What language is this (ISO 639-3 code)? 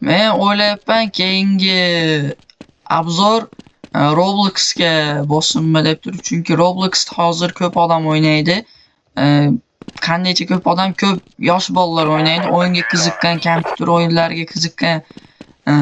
uzb